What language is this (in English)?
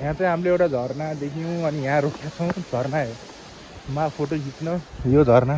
Nepali